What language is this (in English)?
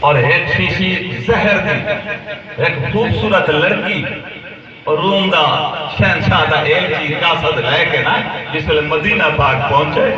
Saraiki